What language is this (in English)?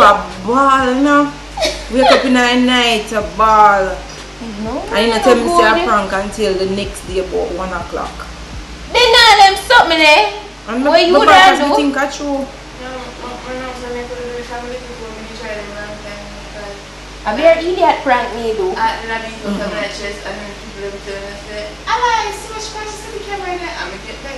Jamaican Creole English